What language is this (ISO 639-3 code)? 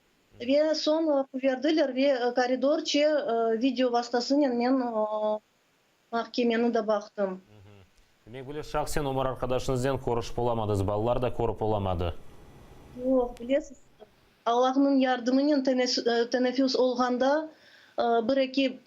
crh